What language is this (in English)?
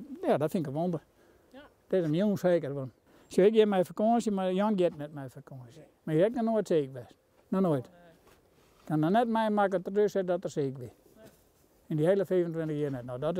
Western Frisian